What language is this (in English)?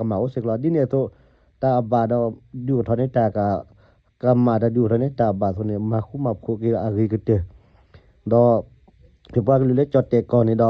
S'gaw Karen